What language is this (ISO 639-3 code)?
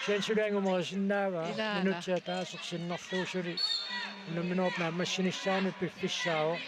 kal